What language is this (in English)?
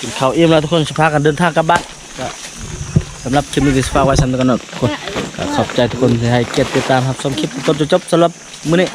Lao